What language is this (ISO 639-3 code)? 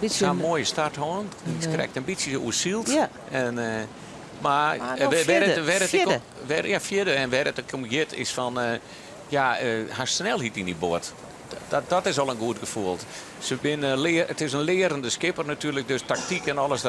fry